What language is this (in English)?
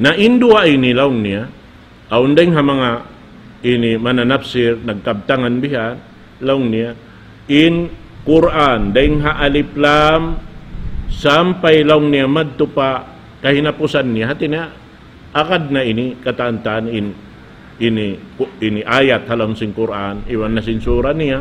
Tausug